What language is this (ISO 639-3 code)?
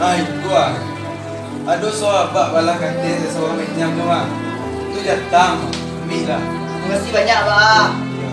min